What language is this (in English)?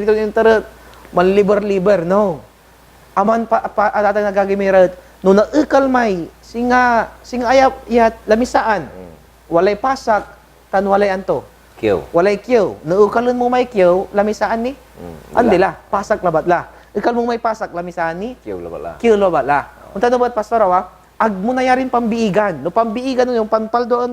Pangasinan